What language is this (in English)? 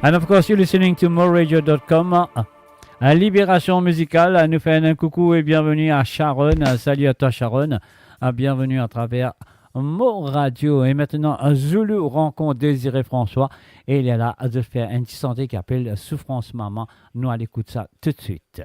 Morisyen